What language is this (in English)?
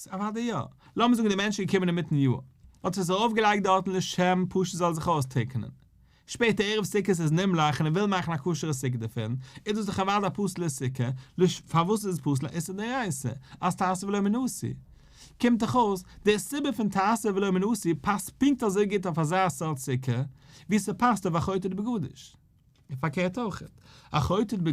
Yiddish